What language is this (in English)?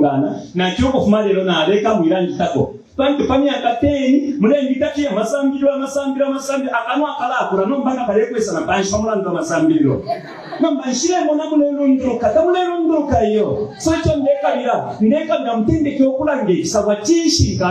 Bemba